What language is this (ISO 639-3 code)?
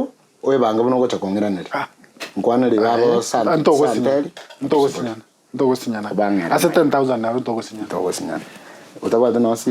guz